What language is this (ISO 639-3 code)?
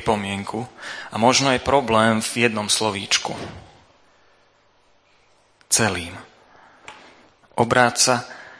slk